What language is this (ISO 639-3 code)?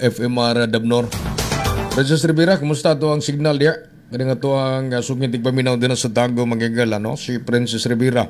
ceb